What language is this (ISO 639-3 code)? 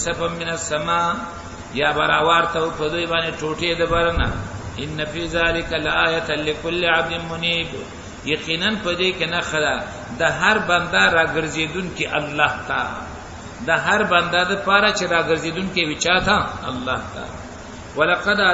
pus